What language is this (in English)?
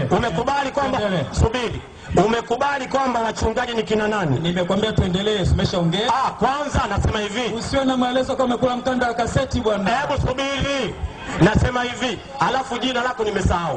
Swahili